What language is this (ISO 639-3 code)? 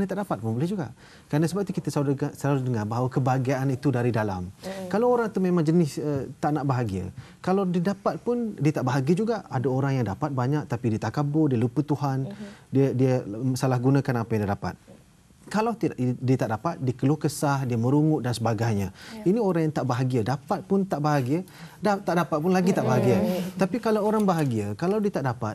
msa